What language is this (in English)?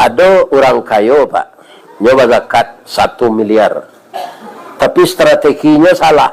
Minangkabau